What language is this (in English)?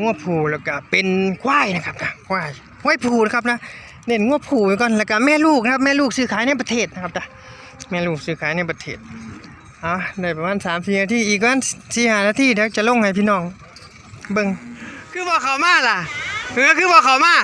Northeastern Thai